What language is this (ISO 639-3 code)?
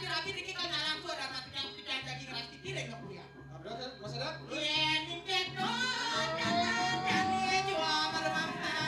ban